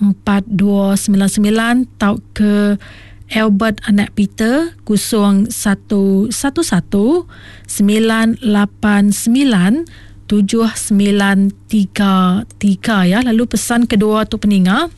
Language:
Iban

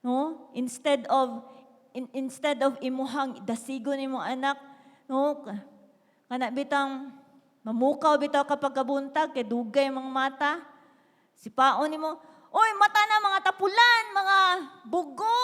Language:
Cebuano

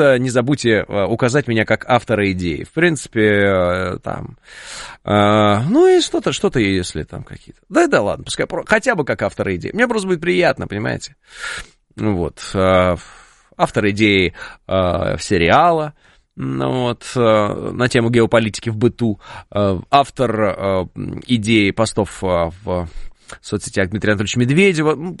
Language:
Russian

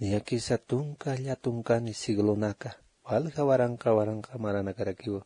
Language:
Aymara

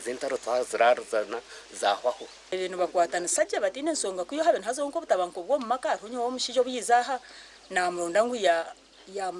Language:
Nyankole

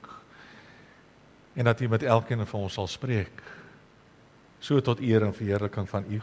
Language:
Afrikaans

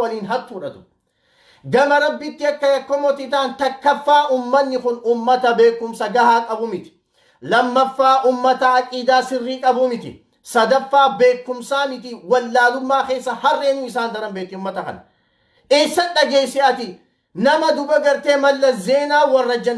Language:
Oromo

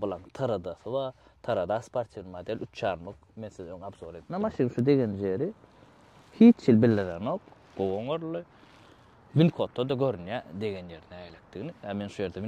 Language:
Turkmen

